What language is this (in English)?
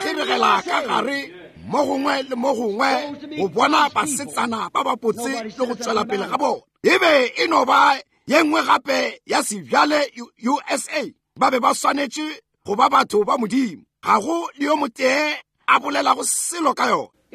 Northern Sotho